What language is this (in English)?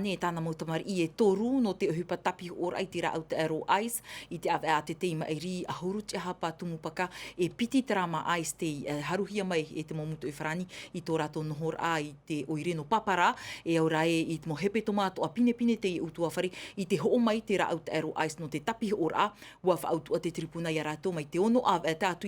Tahitian